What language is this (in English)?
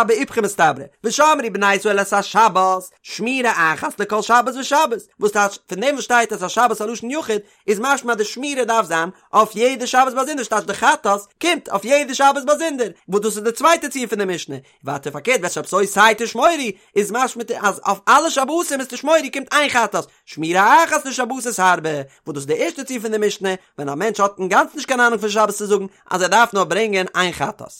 Yiddish